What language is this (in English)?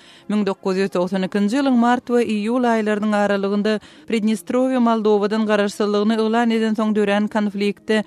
Turkmen